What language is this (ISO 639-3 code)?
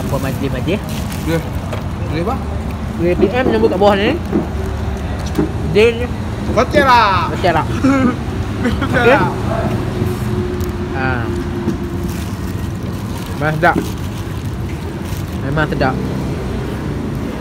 msa